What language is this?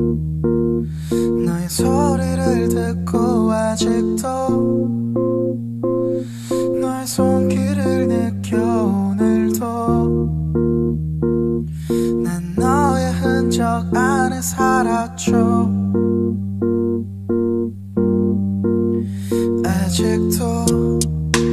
Korean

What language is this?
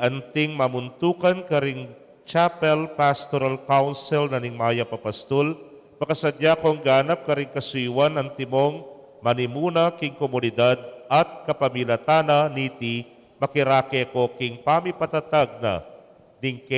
Pampanga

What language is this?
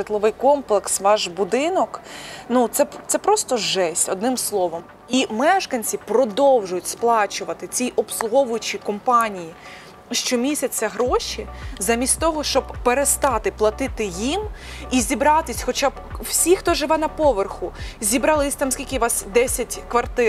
Ukrainian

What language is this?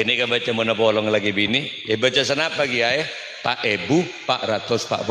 Madurese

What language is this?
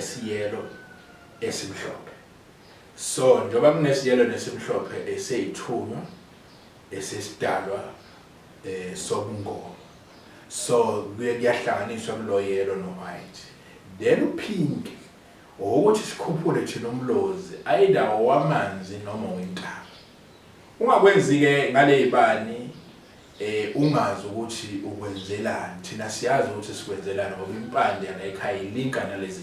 Zulu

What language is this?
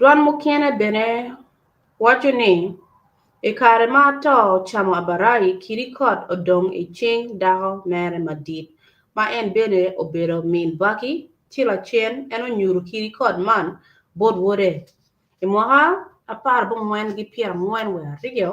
Acoli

